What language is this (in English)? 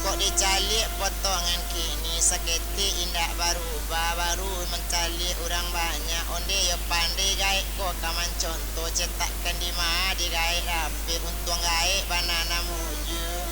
Minangkabau